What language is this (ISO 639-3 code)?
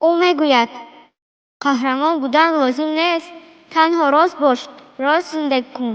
tgk